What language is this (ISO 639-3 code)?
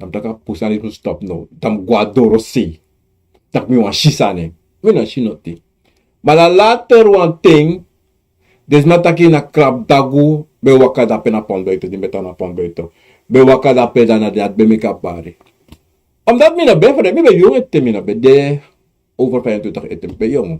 srn